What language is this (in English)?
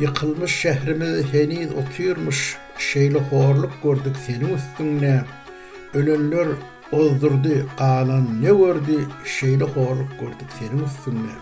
Turkmen